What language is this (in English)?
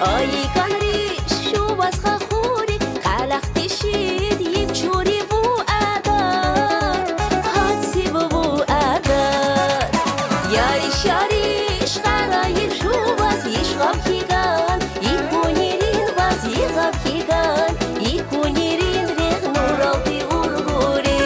Tabassaran